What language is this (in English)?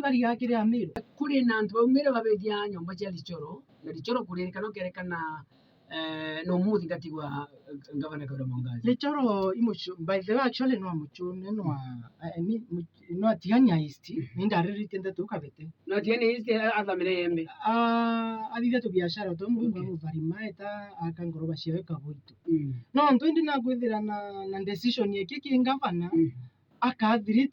Meru